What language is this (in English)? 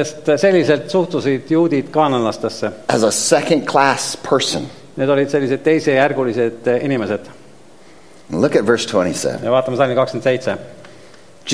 Estonian